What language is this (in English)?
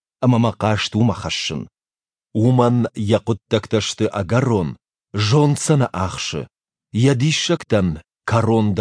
Ossetic